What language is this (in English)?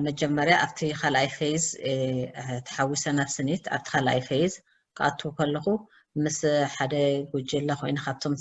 Tigrinya